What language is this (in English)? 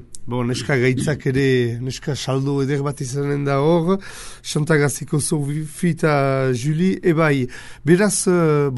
Basque